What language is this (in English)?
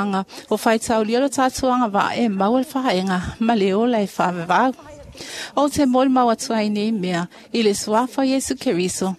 Samoan